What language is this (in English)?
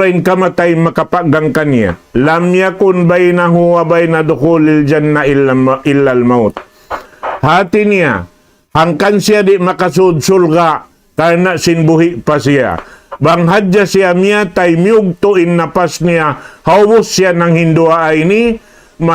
Tausug